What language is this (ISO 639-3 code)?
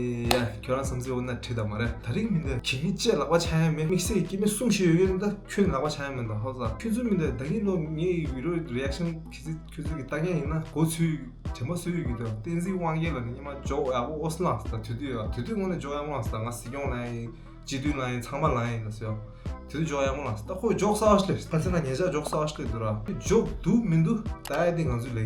bod